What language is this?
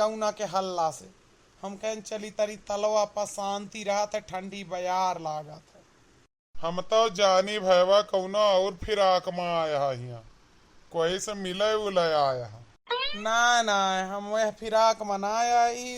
Awadhi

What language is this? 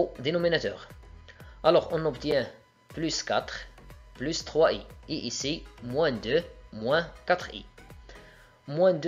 French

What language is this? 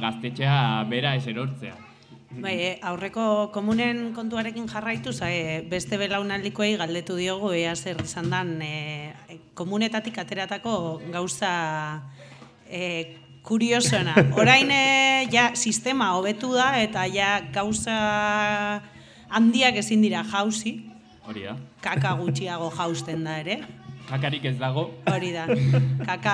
Basque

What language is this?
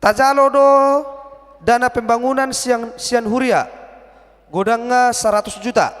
Batak Toba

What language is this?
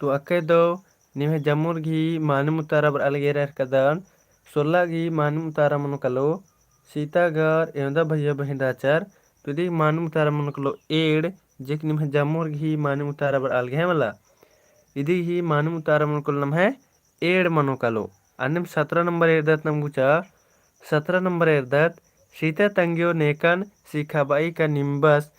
Kurukh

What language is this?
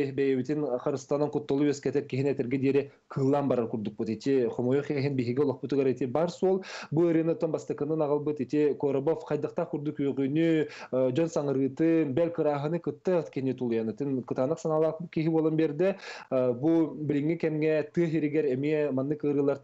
Yakut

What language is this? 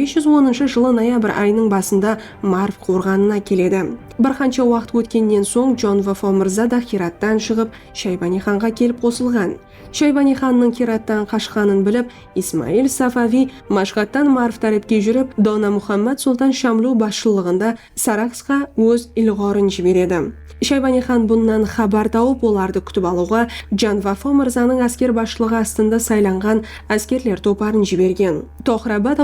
Kara-Kalpak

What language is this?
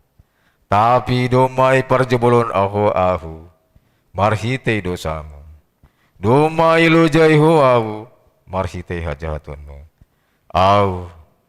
Batak Simalungun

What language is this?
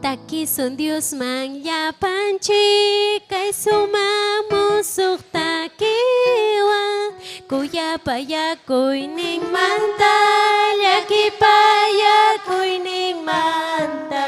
Ayacucho Quechua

